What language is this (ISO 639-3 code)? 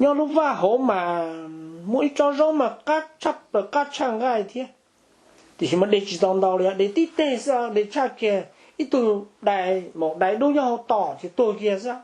hmn